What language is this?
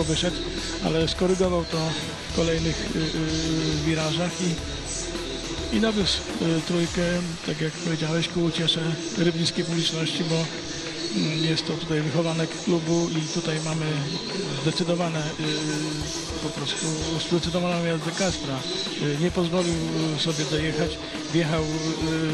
Polish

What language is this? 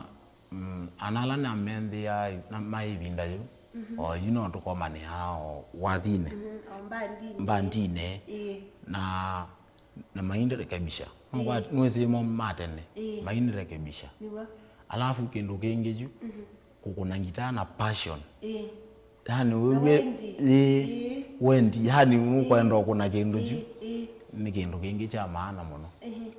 Kamba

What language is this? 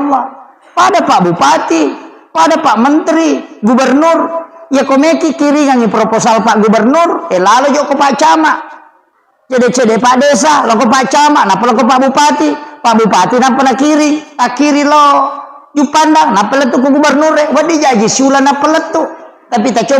Buginese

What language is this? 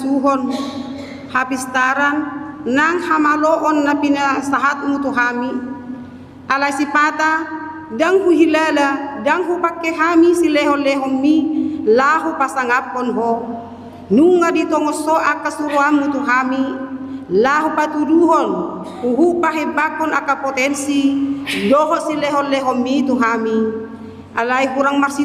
Batak Toba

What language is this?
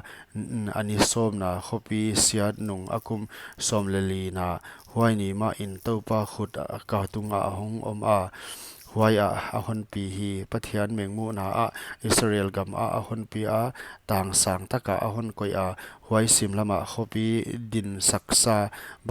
Paite Chin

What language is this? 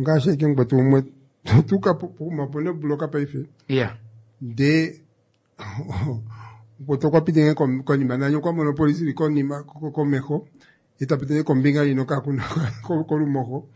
Kuanyama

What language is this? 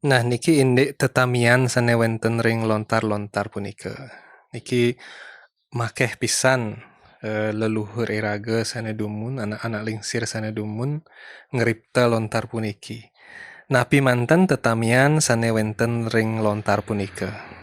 Balinese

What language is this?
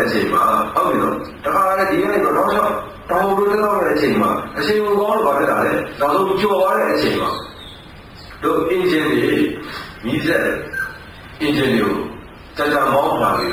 Burmese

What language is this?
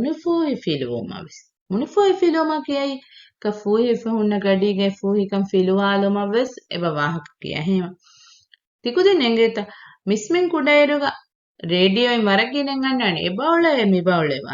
Divehi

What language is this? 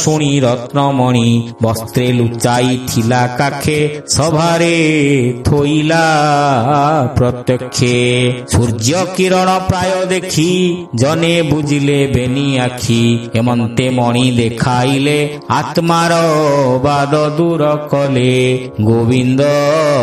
Odia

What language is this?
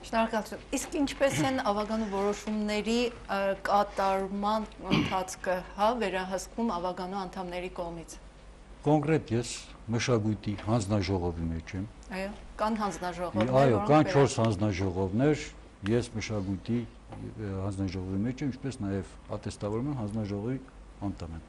Armenian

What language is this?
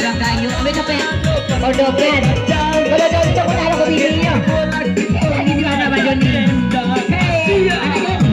Minangkabau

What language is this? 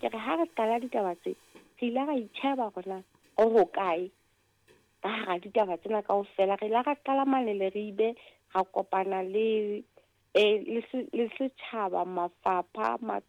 Southern Sotho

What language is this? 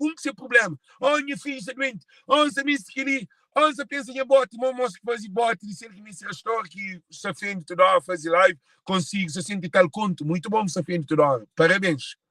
Kabuverdianu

